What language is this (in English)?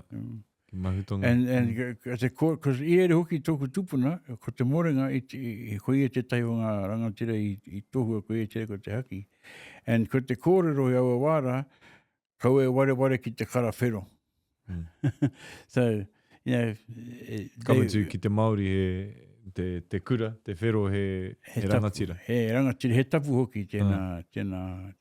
Māori